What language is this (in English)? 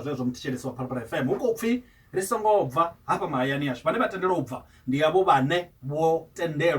Venda